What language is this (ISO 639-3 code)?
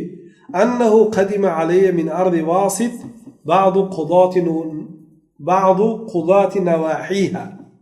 tgk